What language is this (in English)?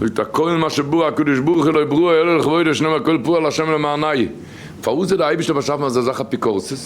Yiddish